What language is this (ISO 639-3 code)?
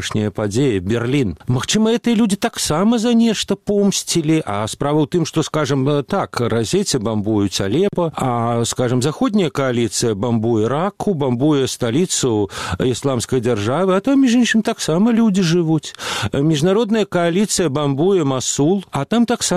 bel